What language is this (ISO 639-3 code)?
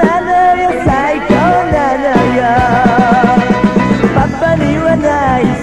jpn